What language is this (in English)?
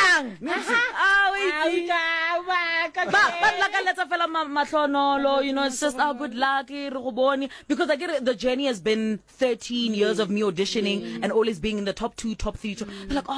Southern Sotho